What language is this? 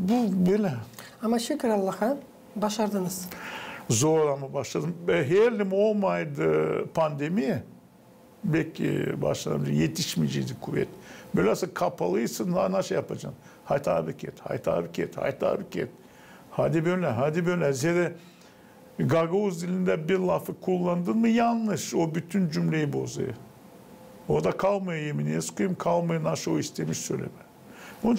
Gagauz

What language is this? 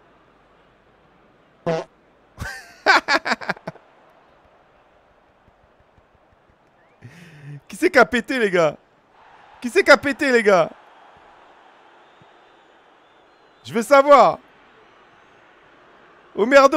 French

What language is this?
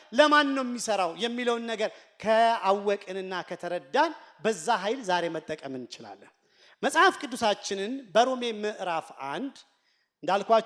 Amharic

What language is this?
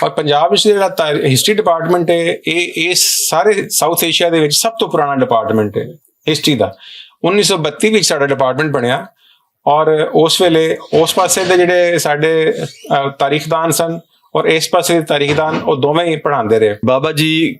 Western Panjabi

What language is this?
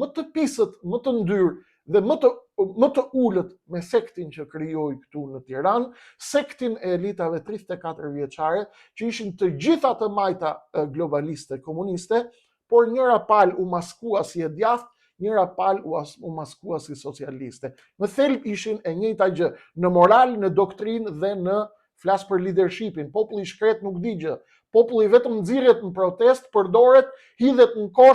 Albanian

